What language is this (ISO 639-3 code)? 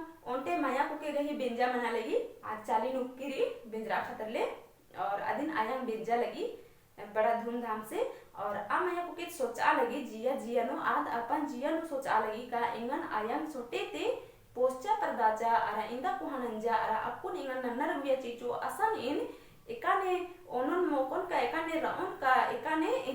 kru